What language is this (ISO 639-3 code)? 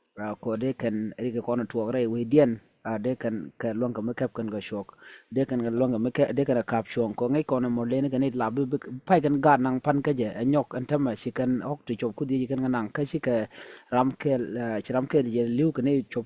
nus